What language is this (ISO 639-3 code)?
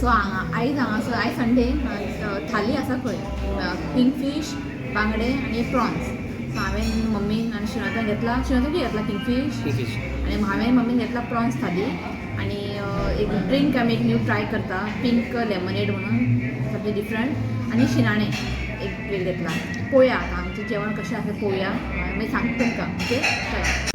kok